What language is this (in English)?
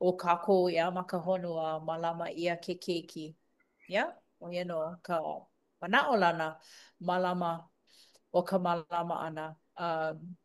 Hawaiian